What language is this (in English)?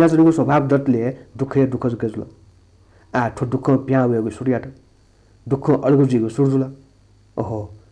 Newari